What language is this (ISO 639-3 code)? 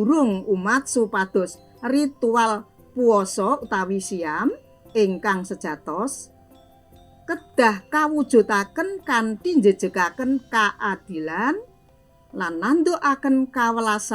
jav